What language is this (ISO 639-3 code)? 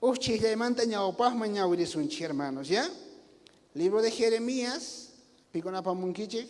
quh